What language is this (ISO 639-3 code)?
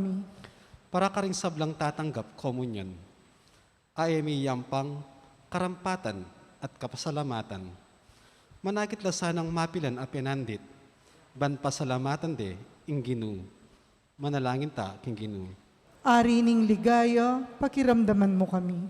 pam